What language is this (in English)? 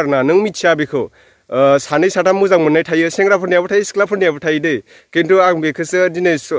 Bodo